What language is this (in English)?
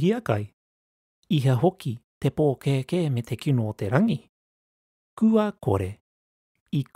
Māori